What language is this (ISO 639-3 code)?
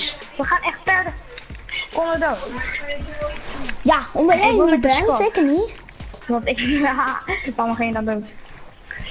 nld